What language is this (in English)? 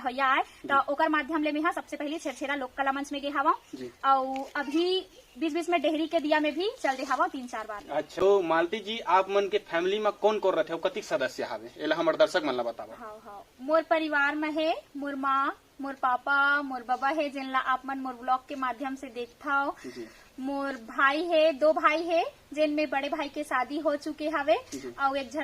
Chhattisgarhi